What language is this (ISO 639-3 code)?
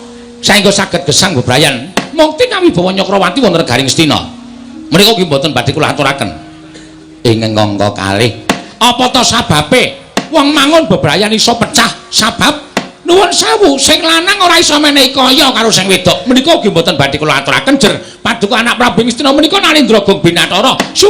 jav